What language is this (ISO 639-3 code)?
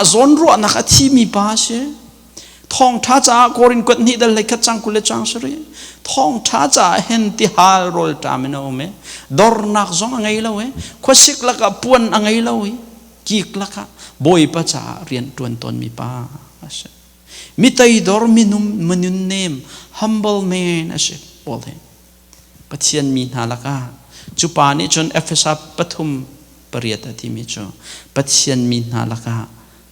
cnh